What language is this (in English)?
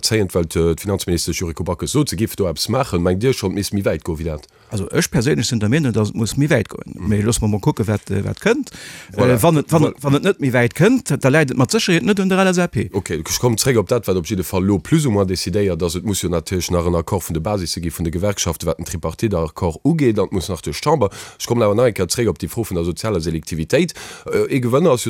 Luxembourgish